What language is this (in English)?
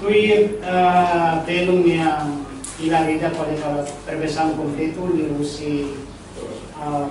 Tetum